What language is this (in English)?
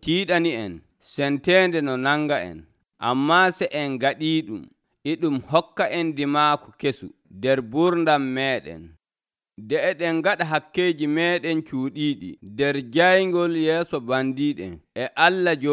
Nigerian Fulfulde